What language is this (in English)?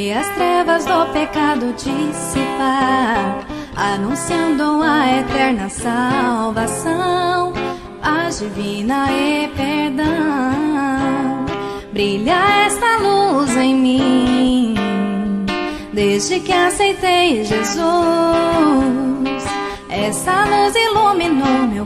Portuguese